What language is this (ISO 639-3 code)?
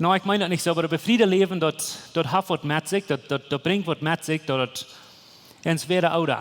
pdt